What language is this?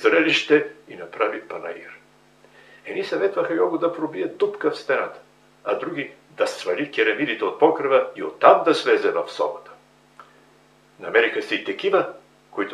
Bulgarian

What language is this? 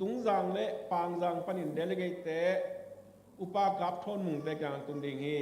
Tedim Chin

